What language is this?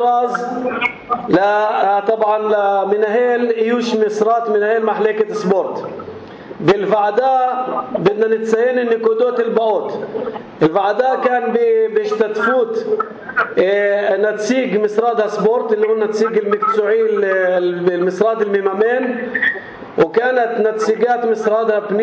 North Levantine Arabic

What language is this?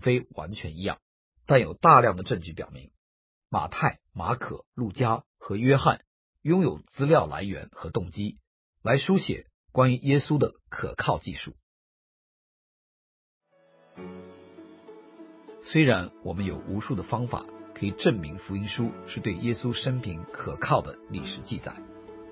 Chinese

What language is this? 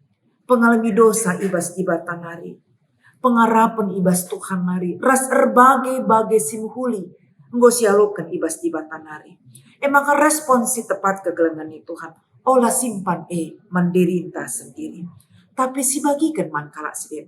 Batak Karo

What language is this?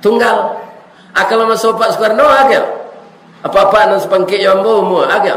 Minangkabau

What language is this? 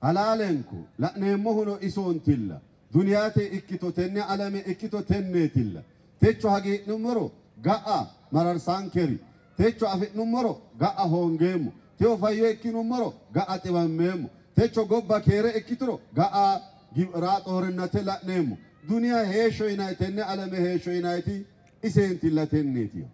Sidamo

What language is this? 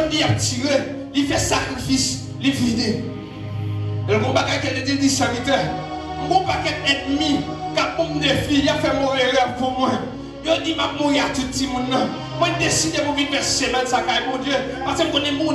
Haitian Creole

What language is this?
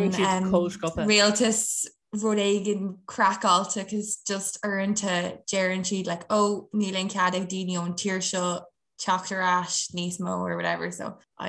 Irish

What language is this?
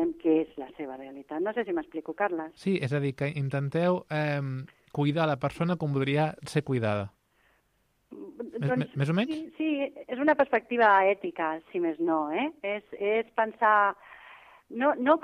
Catalan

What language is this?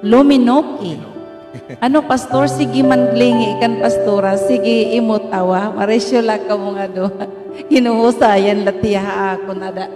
Waray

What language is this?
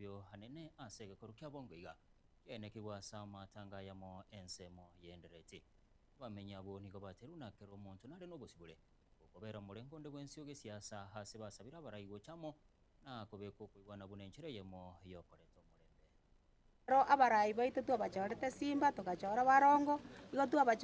Gusii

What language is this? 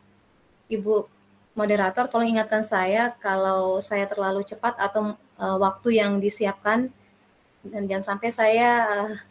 Indonesian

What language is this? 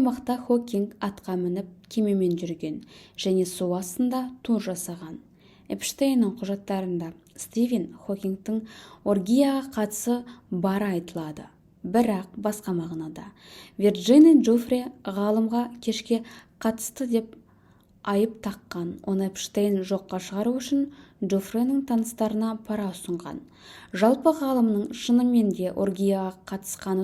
Kazakh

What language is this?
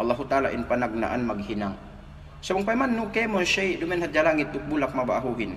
Yakan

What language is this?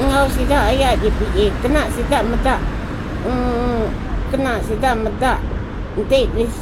Iban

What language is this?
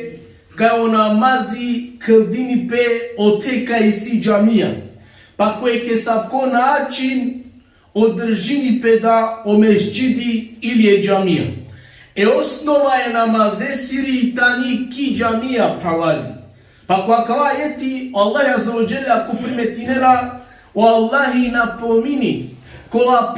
Balkan Romani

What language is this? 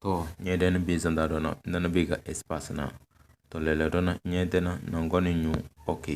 Tem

